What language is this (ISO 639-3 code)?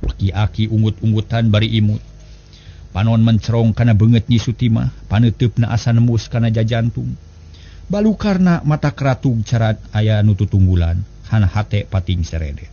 sun